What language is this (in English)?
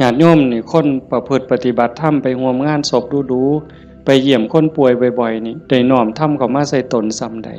Northeastern Thai